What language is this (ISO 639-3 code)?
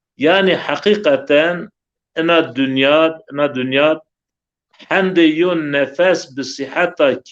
zza